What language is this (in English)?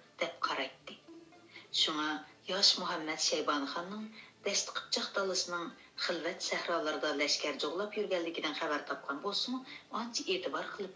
Uyghur